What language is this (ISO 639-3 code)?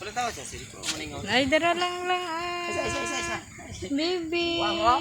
ceb